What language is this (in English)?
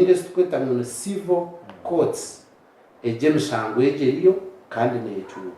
Nyankole